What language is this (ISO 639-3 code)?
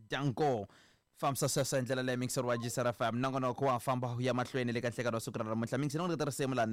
tso